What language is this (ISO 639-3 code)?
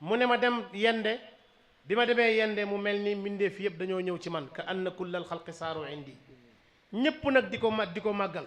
wol